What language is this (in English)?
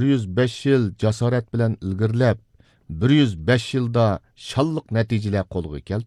Uyghur